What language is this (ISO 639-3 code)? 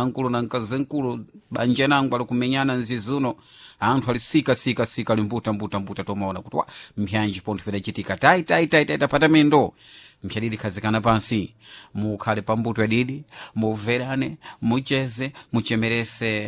seh